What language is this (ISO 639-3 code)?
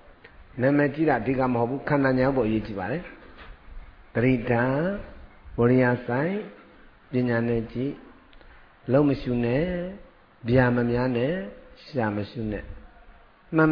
mya